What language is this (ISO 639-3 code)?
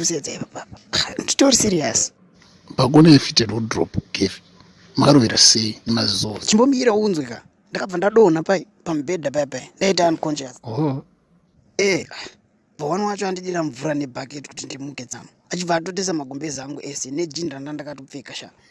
sna